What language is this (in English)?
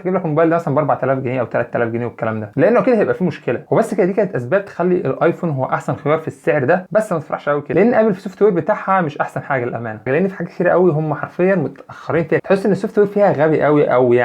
Egyptian Arabic